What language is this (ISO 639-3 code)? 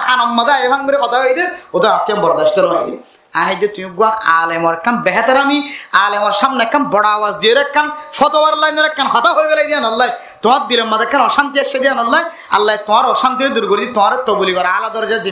rhg